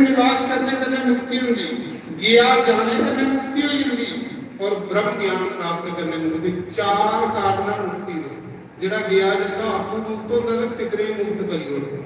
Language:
Dogri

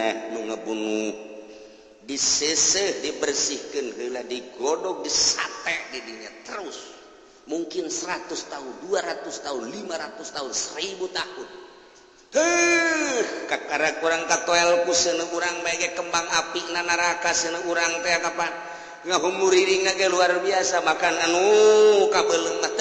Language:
Sundanese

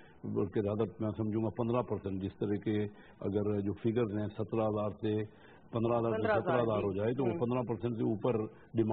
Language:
Urdu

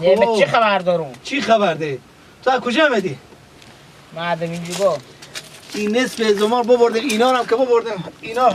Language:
Persian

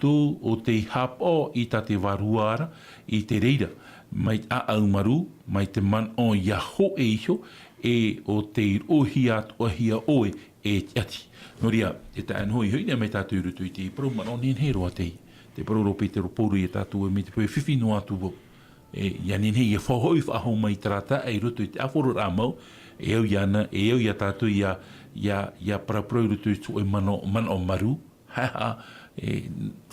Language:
Tahitian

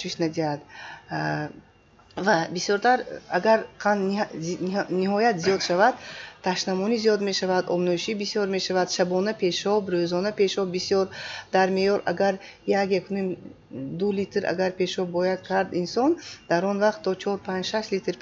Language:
Tajik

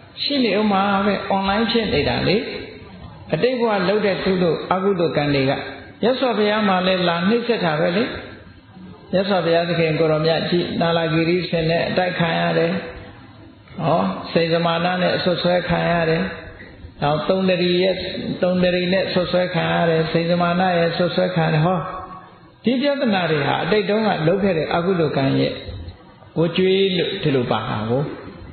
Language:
Burmese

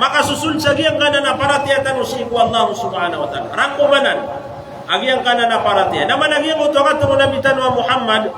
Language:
Maranao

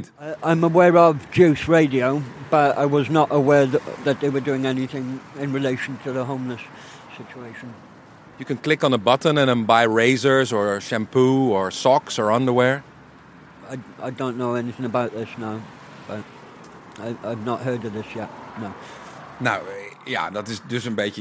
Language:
Dutch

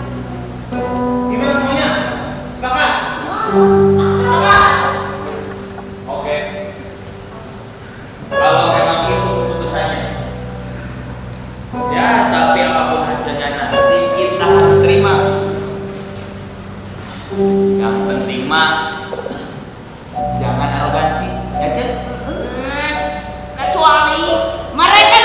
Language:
Indonesian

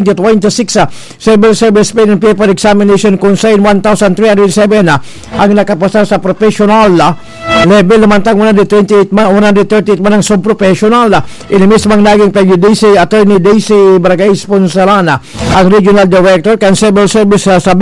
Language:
Bikol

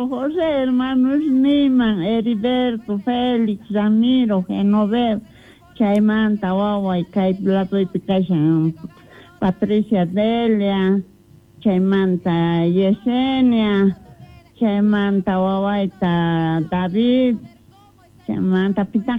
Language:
Quechua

